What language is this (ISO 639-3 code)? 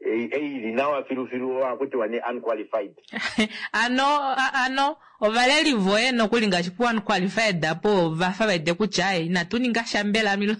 kua